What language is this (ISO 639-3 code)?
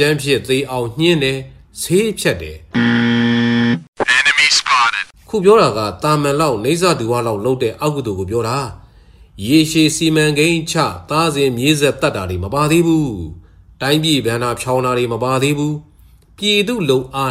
mya